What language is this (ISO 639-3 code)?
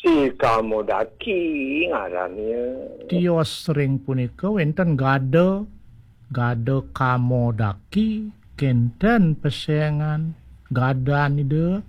ban